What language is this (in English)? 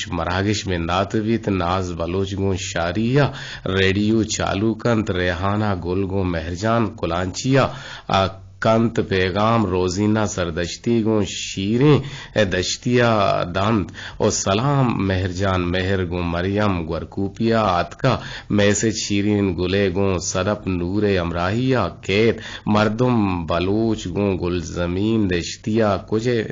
Eastern Balochi